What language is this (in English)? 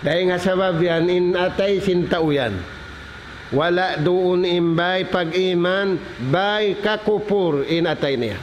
Tausug